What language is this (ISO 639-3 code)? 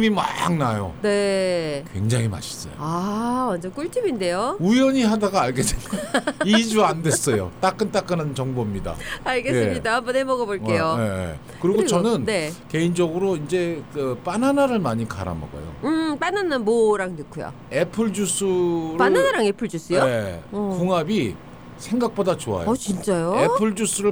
kor